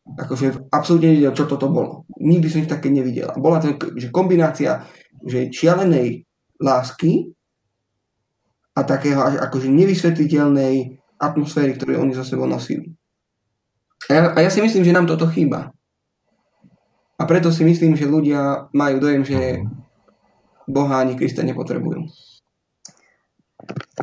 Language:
Slovak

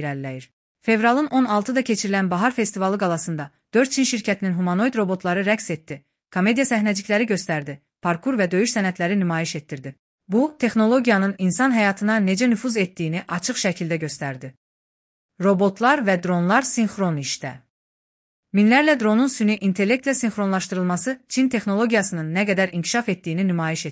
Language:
Azerbaijani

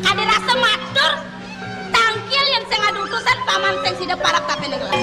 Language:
Balinese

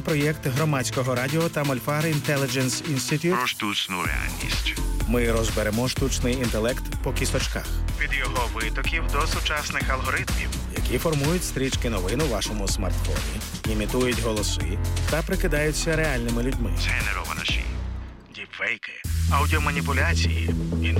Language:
Ukrainian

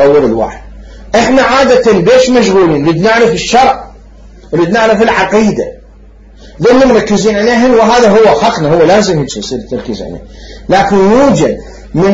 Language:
Mesopotamian Arabic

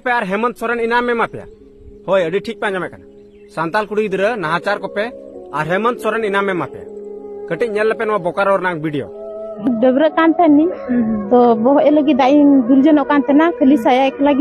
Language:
Santali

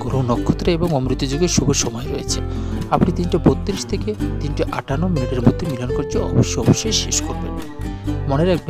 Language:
Bangla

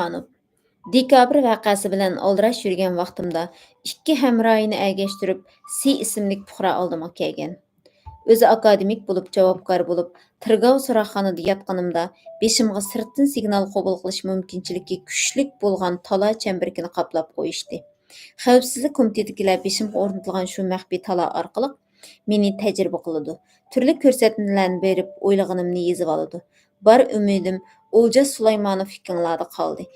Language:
Uyghur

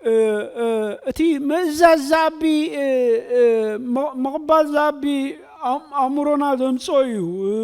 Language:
Tigrinya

